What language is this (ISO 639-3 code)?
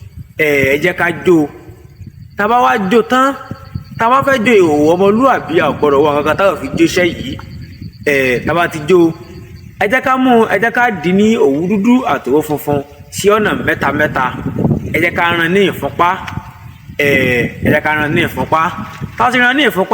yor